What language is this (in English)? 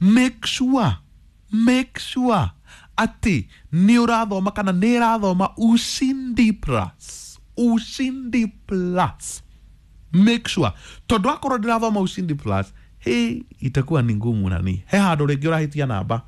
Kikuyu